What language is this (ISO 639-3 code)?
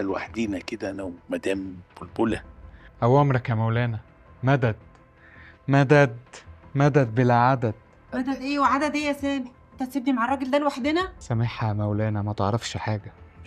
arz